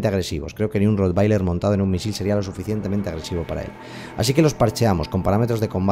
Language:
Spanish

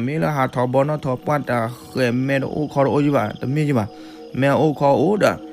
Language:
S'gaw Karen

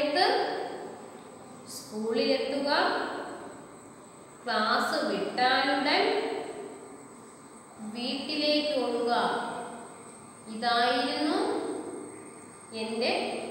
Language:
Malayalam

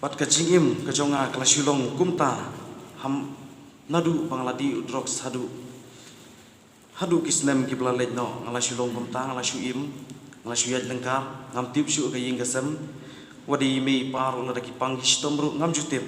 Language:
Khasi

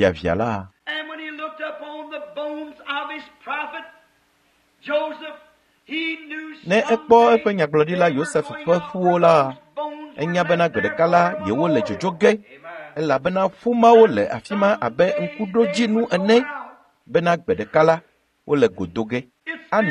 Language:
Ewe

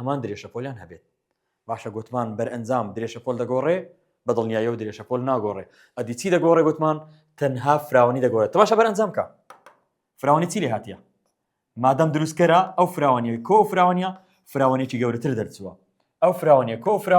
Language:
Central Kurdish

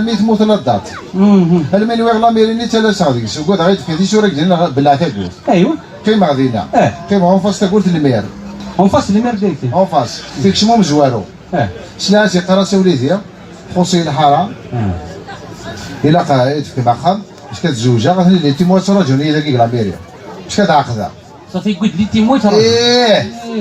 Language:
Kabyle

